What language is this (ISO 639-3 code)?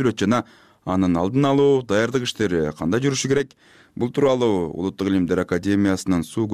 kir